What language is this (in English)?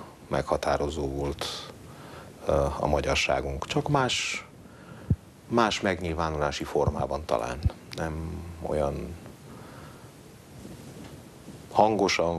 Hungarian